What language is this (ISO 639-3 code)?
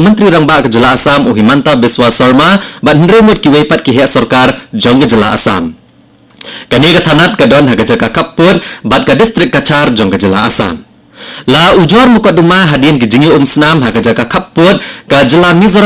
kha